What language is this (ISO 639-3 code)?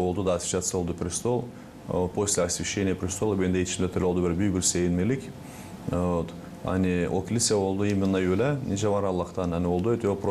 gag